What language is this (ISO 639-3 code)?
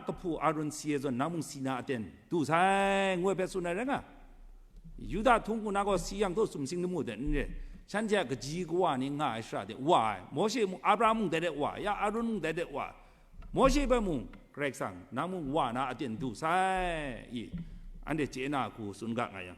kac